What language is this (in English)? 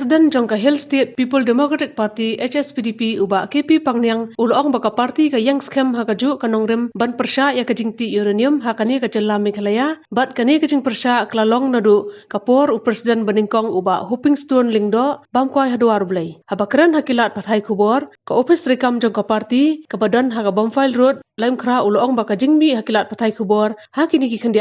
Khasi